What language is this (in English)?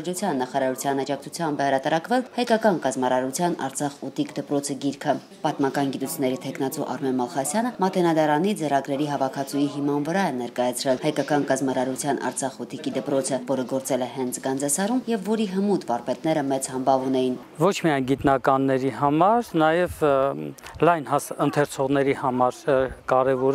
Armenian